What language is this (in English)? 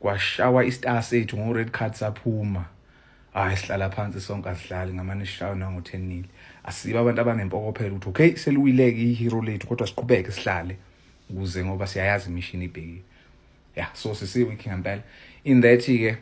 Zulu